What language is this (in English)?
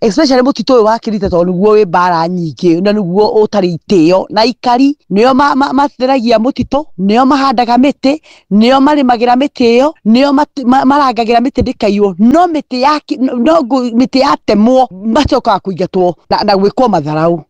Kikuyu